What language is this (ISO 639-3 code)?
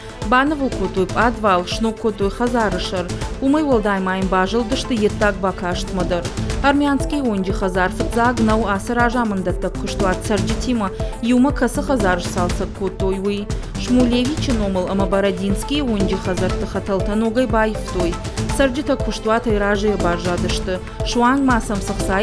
oss